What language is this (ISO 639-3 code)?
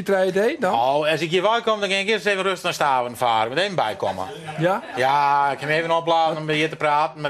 fry